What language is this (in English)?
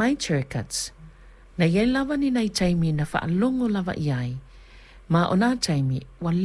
Samoan